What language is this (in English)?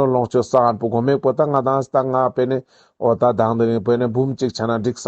Ladakhi